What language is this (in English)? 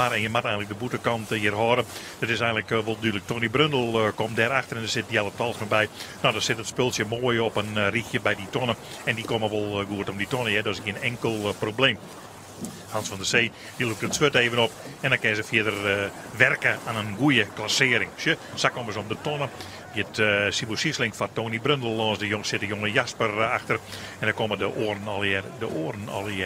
Western Frisian